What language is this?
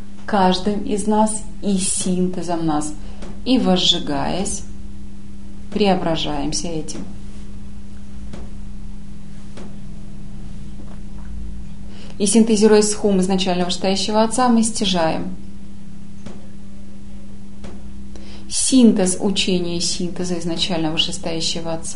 Russian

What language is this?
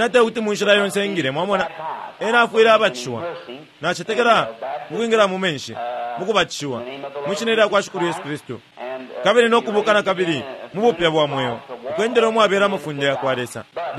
Bemba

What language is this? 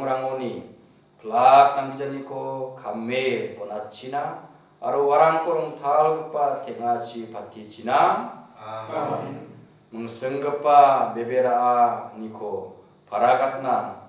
Garo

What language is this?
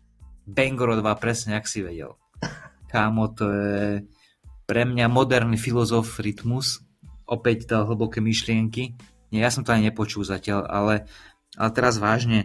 Slovak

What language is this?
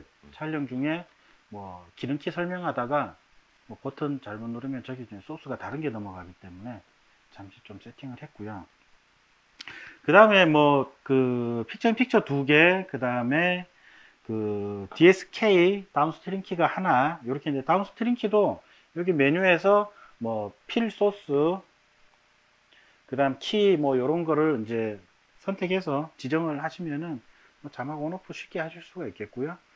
Korean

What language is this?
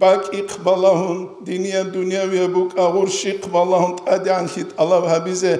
Avaric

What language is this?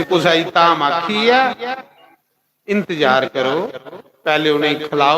Dogri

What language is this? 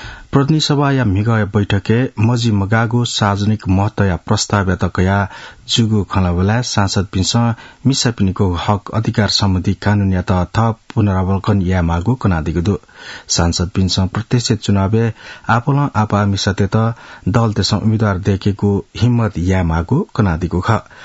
Newari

